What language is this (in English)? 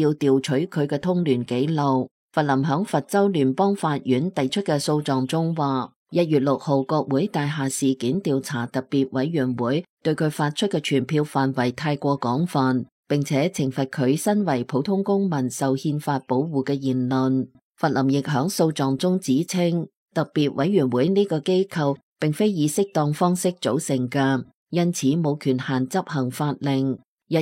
Cantonese